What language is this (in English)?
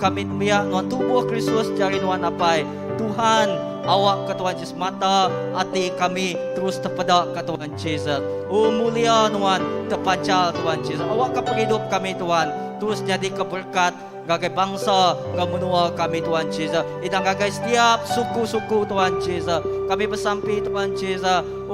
Iban